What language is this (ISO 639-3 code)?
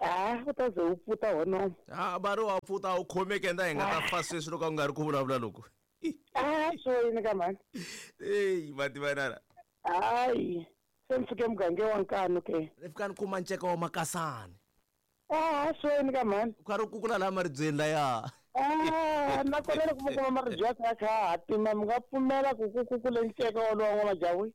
tso